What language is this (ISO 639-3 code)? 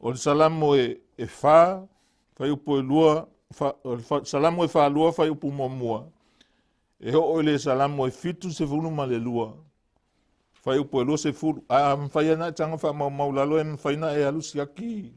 smo